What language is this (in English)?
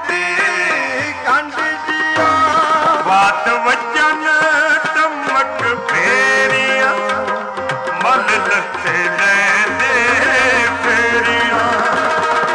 Punjabi